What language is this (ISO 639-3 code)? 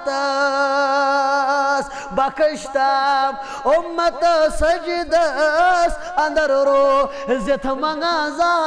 kas